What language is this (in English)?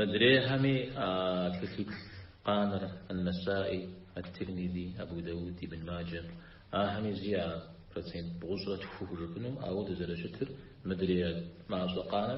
Kabardian